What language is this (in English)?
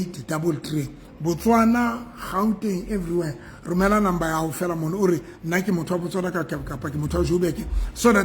Southern Sotho